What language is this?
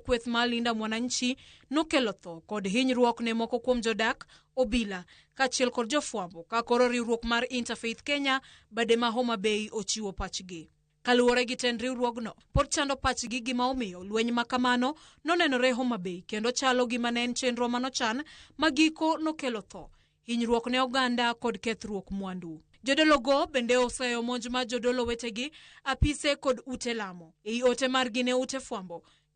Luo (Kenya and Tanzania)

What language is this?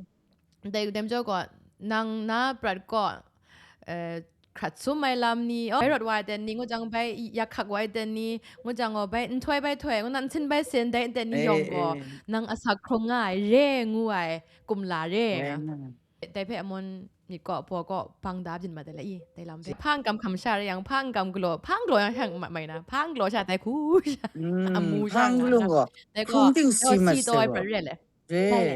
Kachin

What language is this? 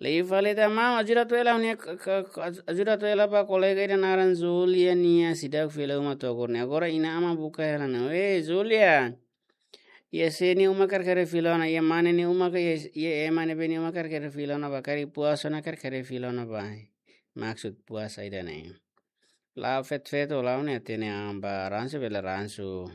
Tetum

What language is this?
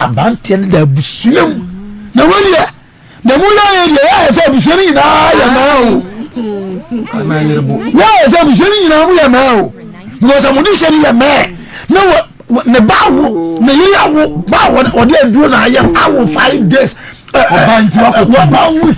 Akan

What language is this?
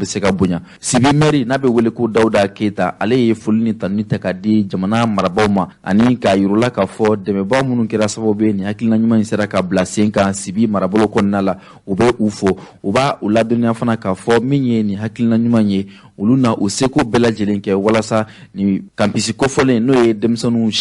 Bambara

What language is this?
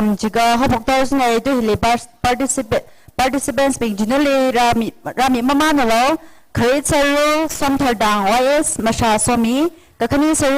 Tangkhul Naga (India)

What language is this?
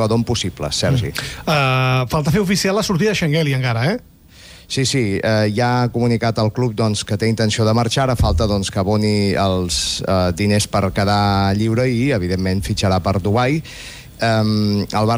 Catalan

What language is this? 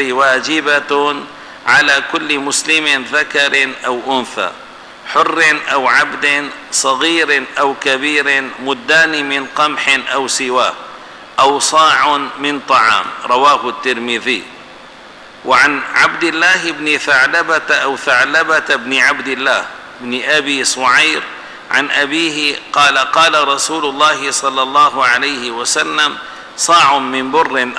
Arabic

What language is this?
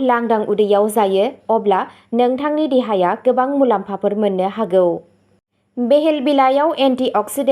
Bodo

